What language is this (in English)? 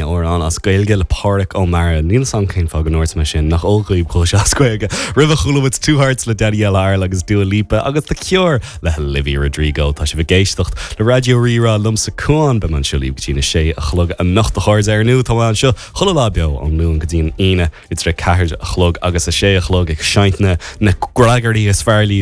Irish